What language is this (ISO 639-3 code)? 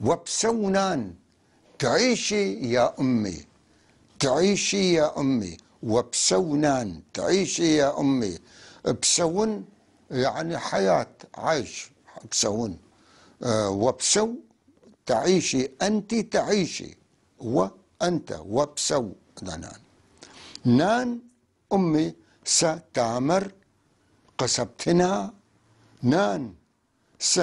apc